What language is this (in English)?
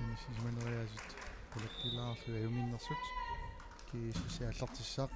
Kalaallisut